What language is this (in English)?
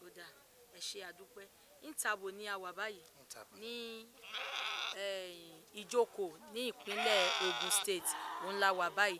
Yoruba